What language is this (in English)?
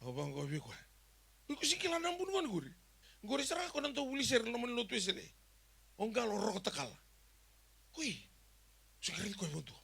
Fijian